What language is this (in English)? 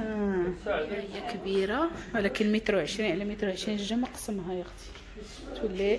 Moroccan Arabic